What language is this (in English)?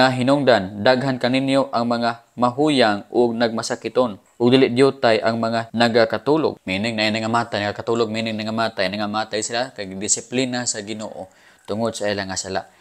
Cebuano